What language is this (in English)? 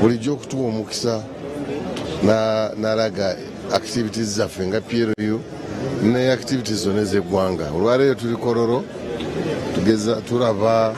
Ganda